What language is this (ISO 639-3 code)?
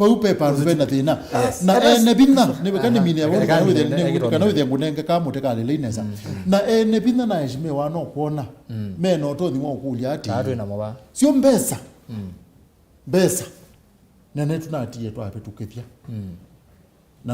kam